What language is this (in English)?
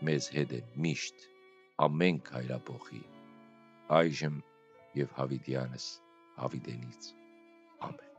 Western Armenian